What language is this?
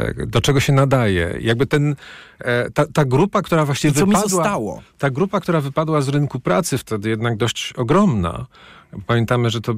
Polish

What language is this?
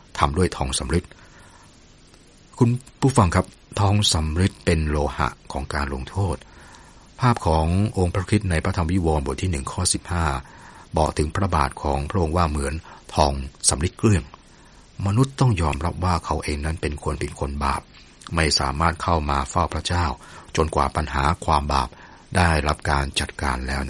Thai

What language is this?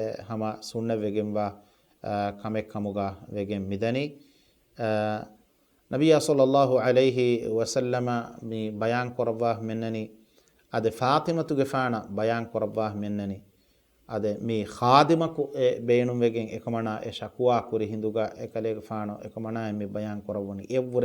Divehi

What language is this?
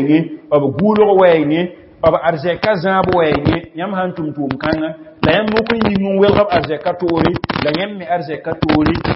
Mossi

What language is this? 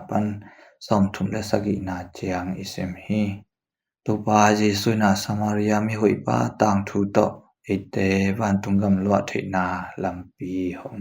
Tedim Chin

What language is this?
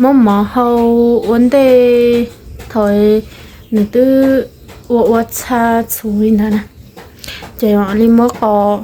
Hmong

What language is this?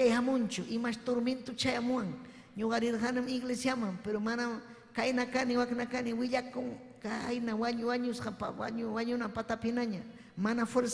Ayacucho Quechua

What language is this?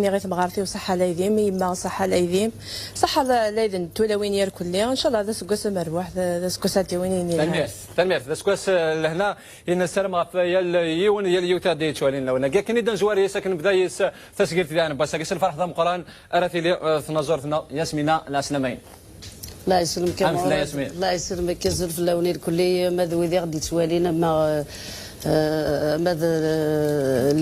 Kabyle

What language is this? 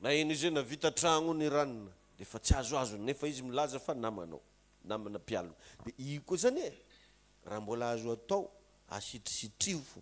Malagasy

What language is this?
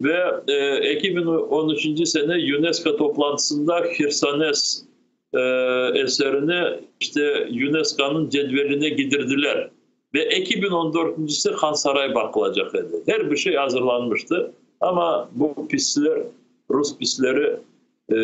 Crimean Tatar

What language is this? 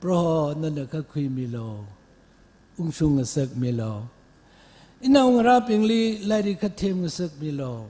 Tangkhul Naga (India)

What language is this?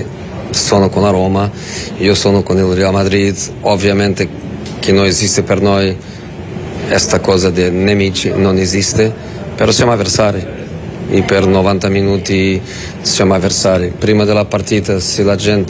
Italian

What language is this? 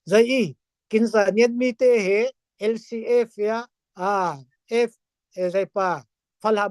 Falam Chin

